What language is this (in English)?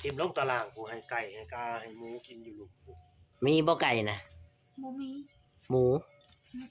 Northeastern Thai